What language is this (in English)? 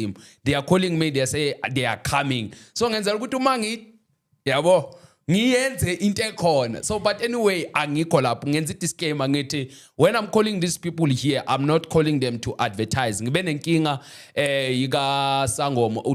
Zulu